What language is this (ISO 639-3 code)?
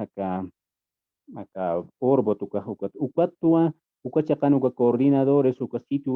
aym